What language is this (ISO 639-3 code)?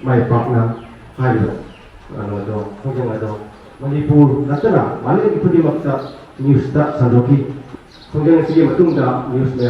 mni